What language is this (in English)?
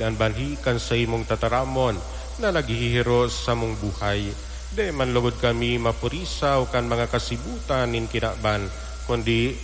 Bikol